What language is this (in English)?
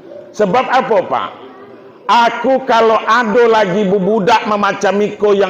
Minangkabau